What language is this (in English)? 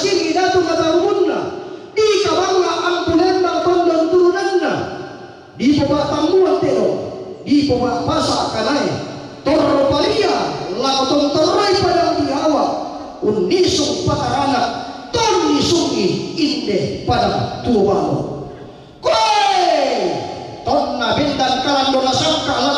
Toraja-Sa'dan